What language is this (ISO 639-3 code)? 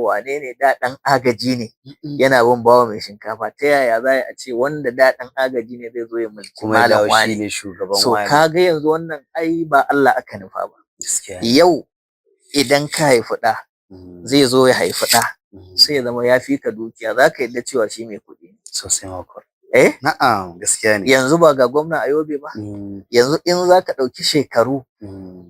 hau